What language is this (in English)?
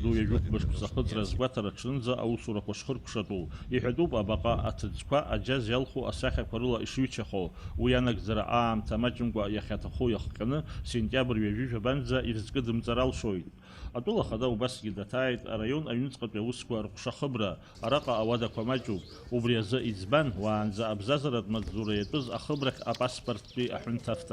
Abkhazian